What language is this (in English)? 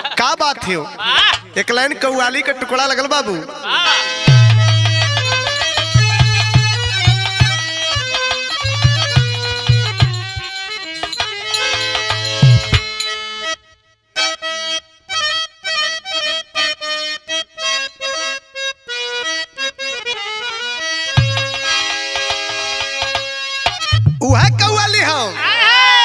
Bhojpuri